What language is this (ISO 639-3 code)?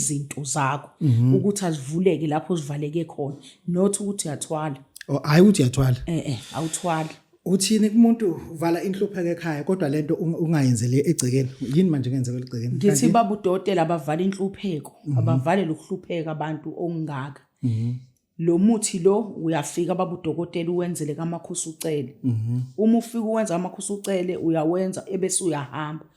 zul